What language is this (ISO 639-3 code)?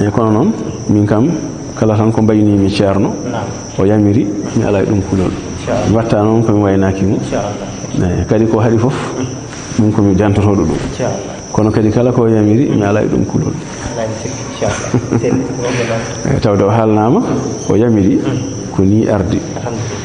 ful